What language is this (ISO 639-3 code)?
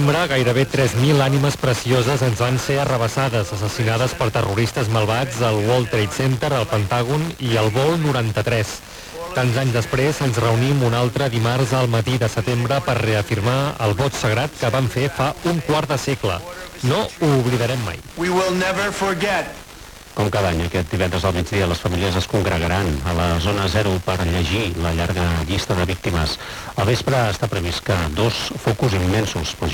cat